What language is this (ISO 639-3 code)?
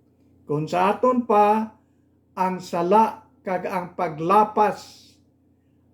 hil